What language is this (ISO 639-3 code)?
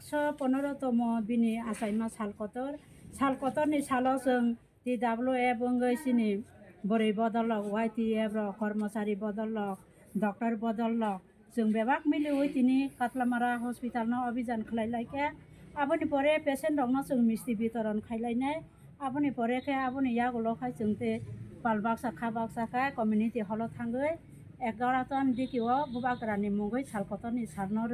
trp